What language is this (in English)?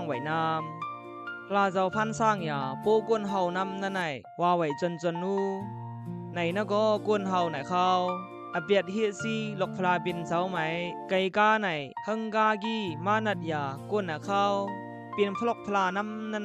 Khamti